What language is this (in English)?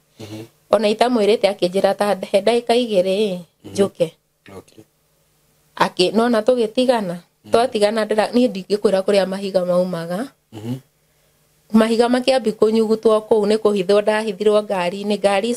Kikuyu